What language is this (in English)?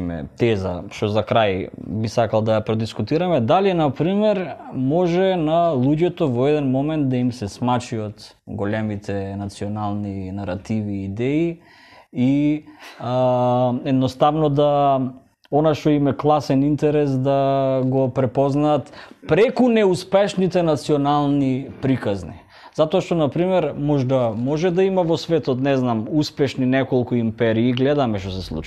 Macedonian